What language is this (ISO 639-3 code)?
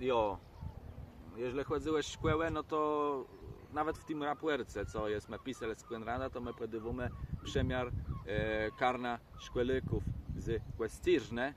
csb